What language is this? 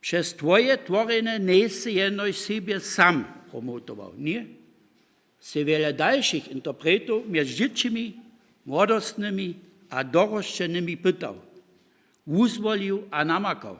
Upper Sorbian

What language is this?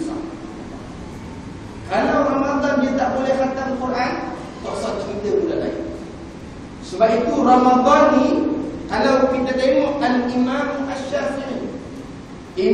Malay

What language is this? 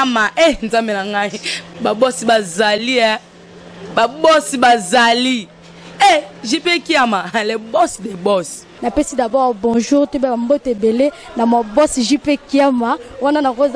Lingala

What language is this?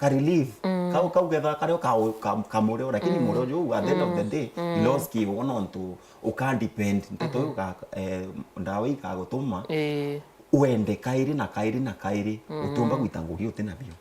Meru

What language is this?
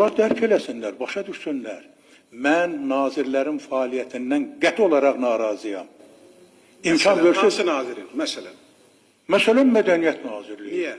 Azerbaijani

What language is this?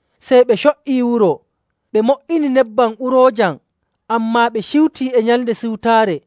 Nigerian Fulfulde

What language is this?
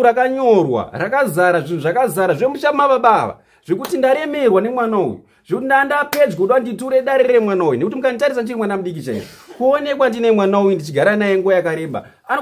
Shona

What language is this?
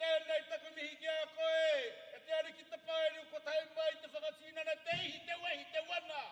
Māori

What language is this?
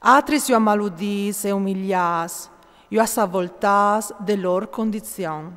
Friulian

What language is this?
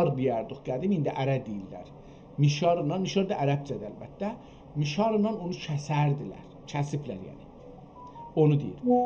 South Azerbaijani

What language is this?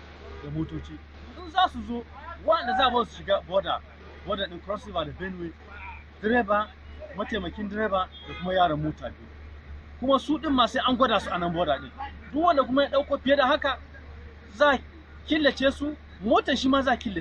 Hausa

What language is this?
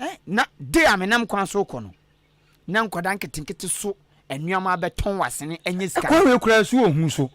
Akan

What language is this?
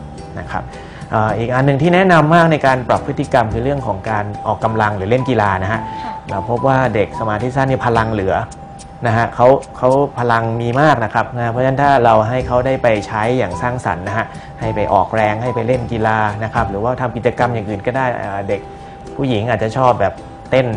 Thai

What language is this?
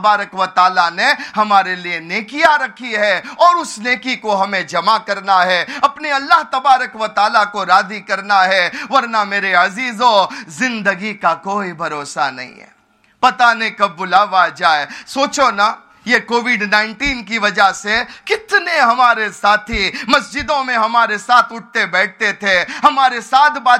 Urdu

